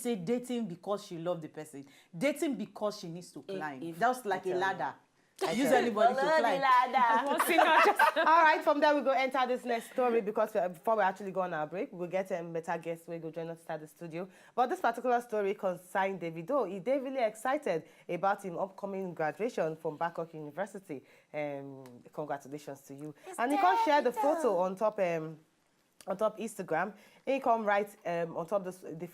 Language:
Nigerian Pidgin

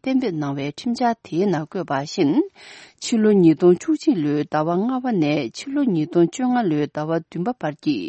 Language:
Tibetan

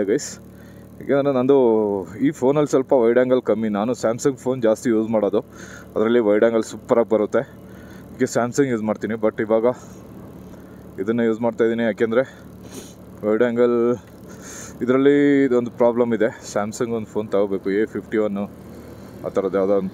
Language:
Kannada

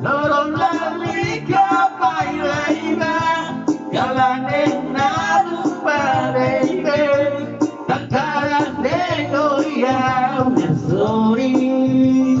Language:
Tetum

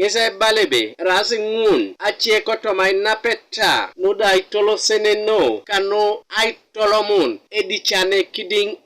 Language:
Teso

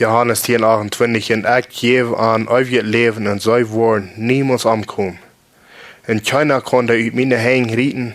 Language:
Plautdietsch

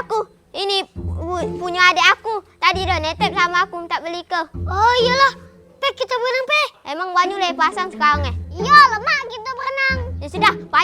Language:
Musi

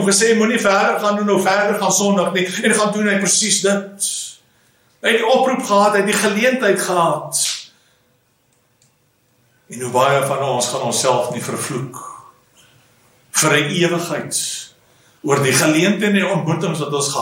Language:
Afrikaans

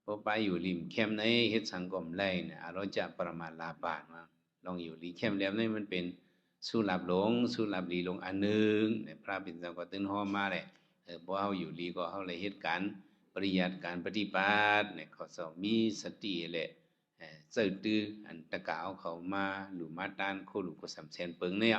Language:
Shan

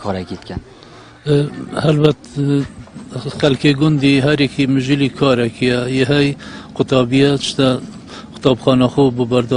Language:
Kurdish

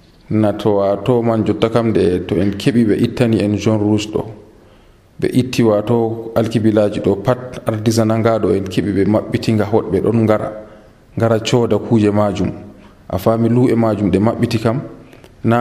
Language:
Nigerian Fulfulde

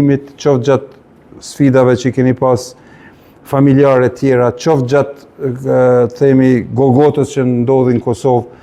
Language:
Albanian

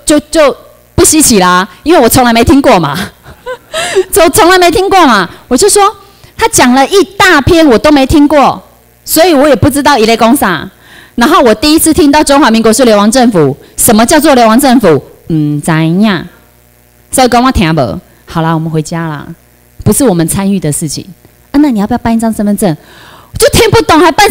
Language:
Chinese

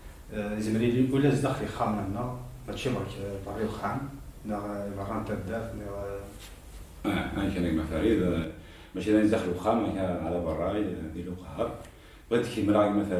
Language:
Kabyle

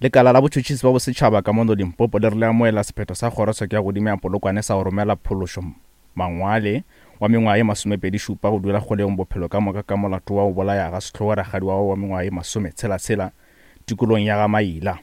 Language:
Northern Sotho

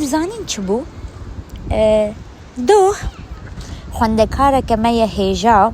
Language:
Kurdish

